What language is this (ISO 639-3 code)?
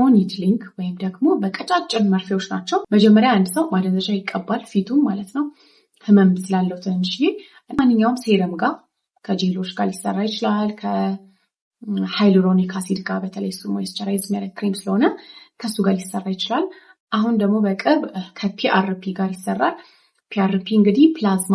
amh